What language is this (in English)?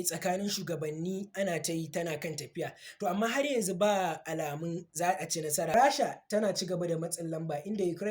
Hausa